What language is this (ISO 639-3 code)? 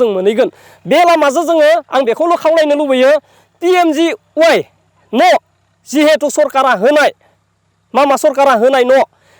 brx